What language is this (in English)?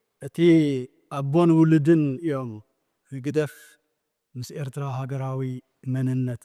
Tigrinya